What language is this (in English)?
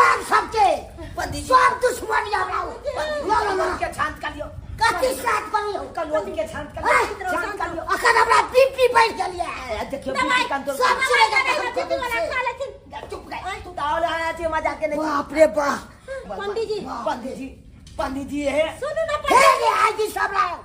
Maithili